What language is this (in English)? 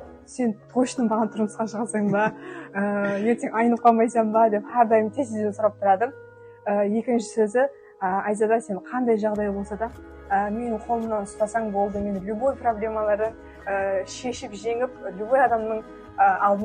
Kara-Kalpak